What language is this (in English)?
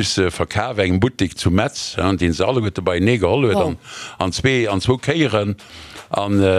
Luxembourgish